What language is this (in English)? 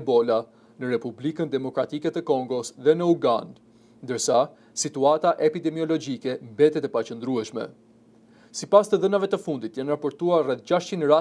Albanian